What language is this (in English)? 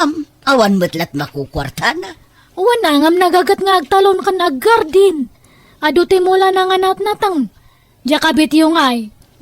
Iloko